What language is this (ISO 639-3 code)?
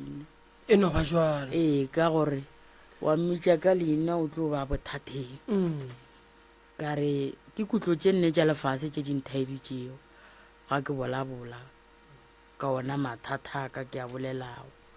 nso